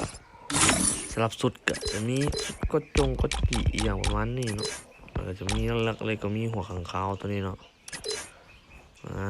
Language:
Lao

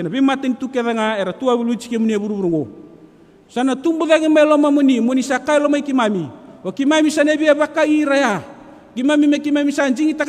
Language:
Fijian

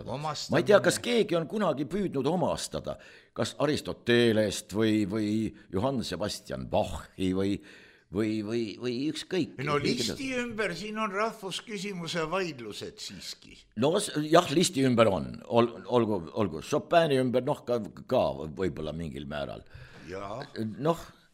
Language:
Estonian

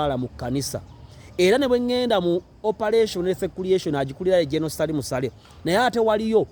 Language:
Ganda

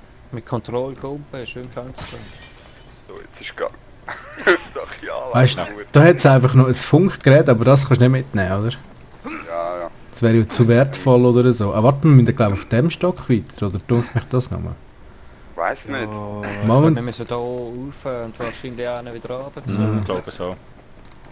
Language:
Swiss German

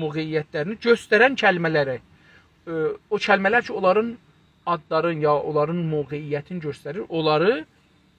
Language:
South Azerbaijani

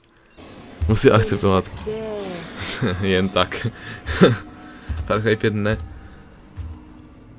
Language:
Czech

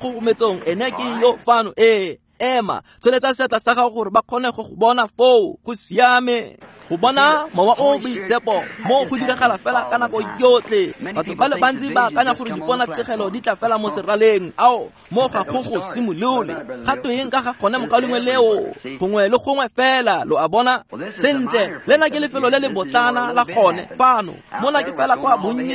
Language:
Tswana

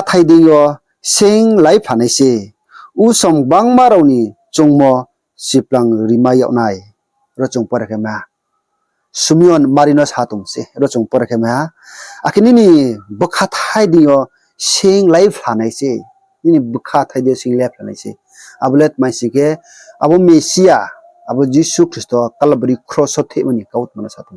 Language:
Riang (India)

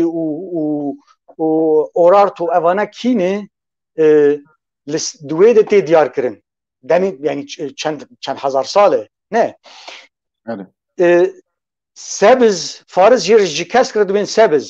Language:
Kurdish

